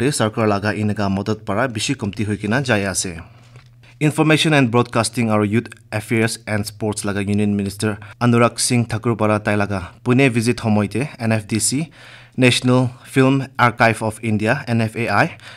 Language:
Naga Pidgin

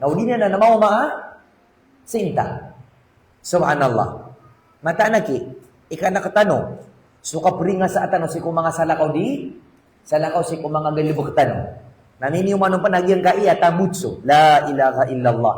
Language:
Maranao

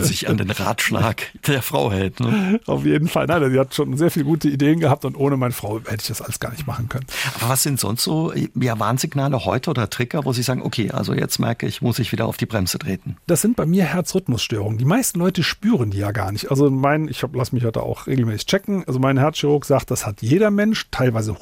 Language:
German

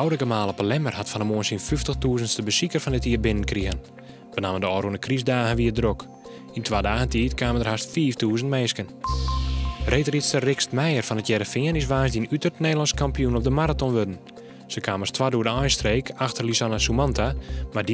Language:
Western Frisian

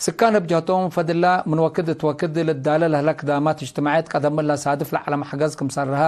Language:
Tigre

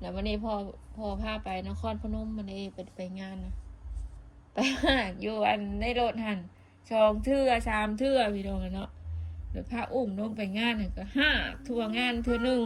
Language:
Northeastern Thai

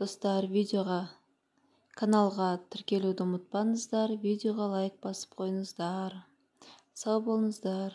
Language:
Kazakh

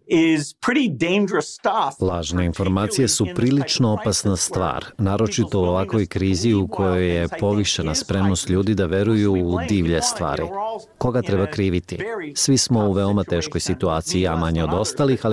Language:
Serbian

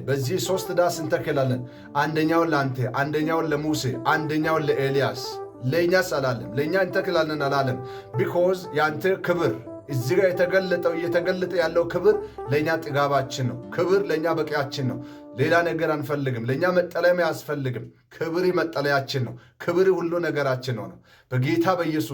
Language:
Amharic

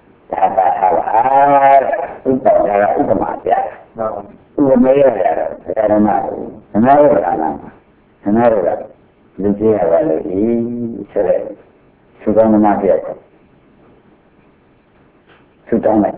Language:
Burmese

